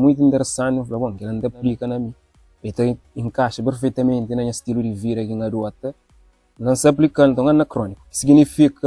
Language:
Kabuverdianu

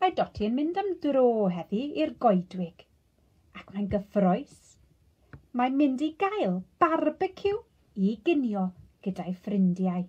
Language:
Welsh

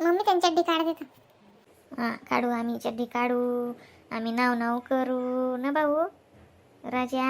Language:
Khandesi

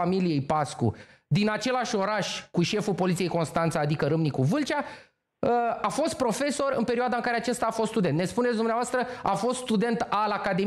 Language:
Romanian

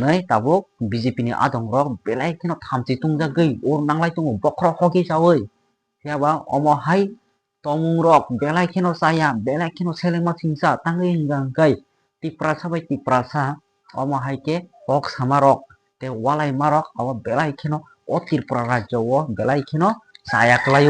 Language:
Kok Borok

